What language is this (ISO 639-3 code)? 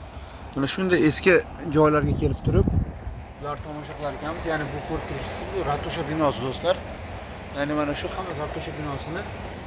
uzb